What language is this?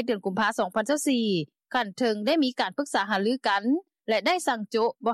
Lao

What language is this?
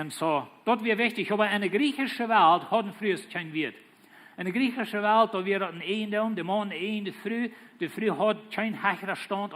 Plautdietsch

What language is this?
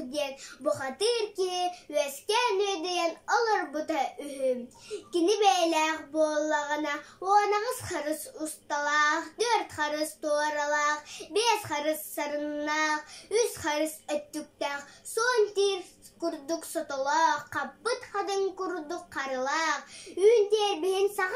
Yakut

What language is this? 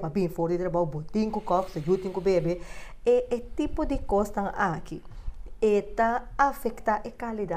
Papiamento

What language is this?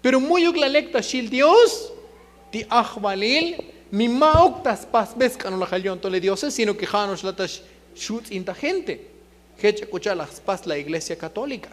Tzotzil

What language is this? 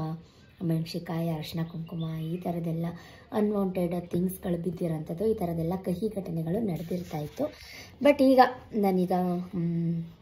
Kannada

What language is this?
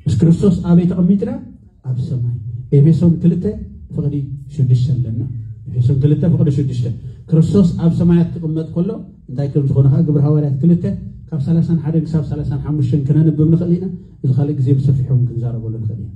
Tigrinya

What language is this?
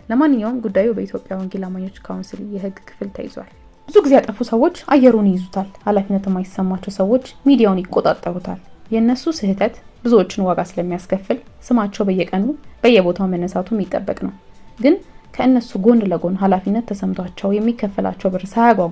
Amharic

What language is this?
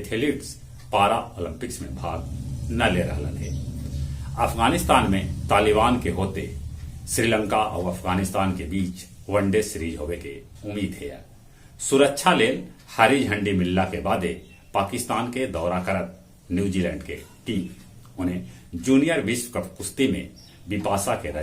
Magahi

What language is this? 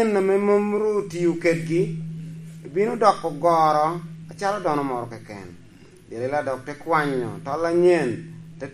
Lango (Uganda)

